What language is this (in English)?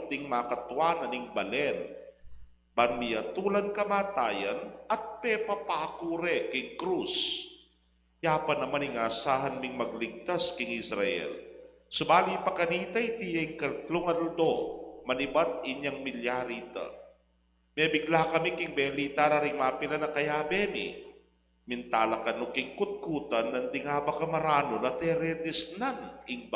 Pampanga